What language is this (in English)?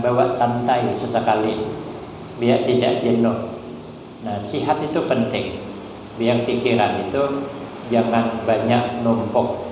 Banjar